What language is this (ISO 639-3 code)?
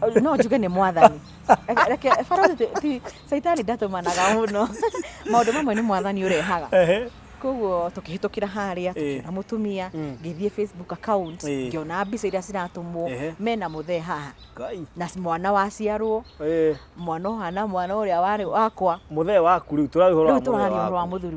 kik